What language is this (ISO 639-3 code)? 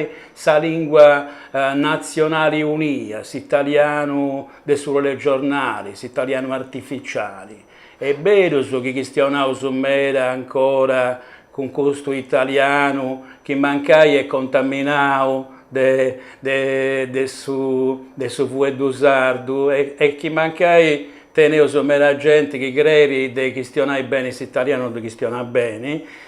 srd